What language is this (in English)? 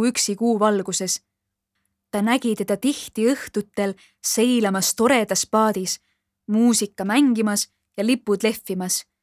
Estonian